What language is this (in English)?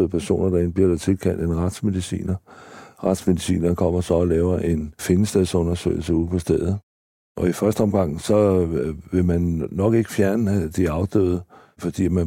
Danish